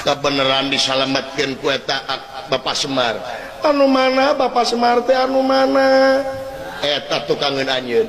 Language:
Sundanese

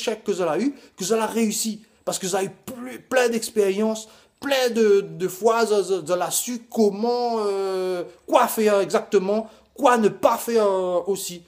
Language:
Réunion Creole French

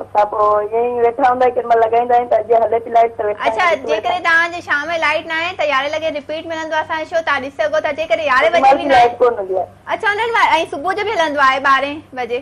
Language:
Sindhi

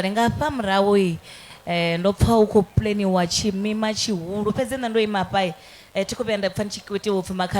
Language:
Venda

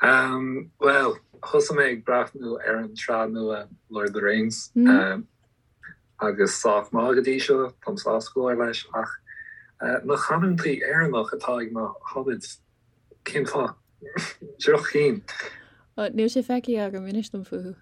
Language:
Irish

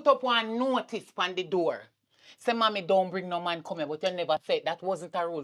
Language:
Jamaican Creole English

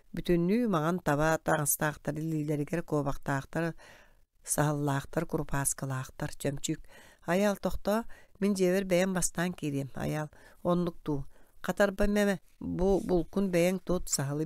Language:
Yakut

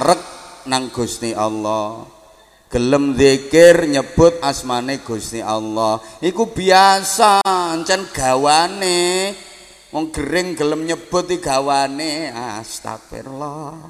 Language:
Javanese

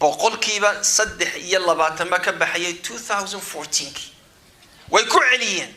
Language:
Somali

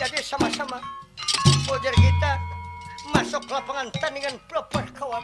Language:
Banjar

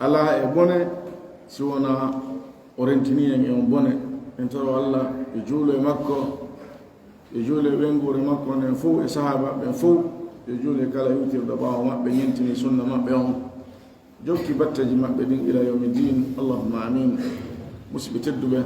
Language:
Fula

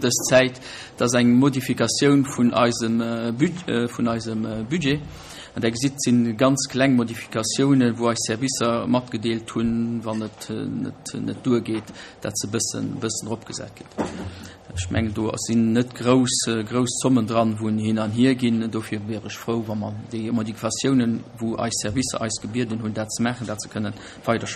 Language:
Luxembourgish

